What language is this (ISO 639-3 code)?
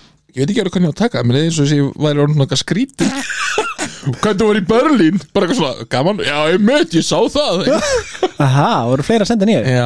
isl